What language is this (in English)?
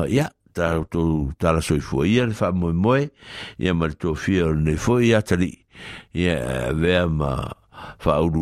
Samoan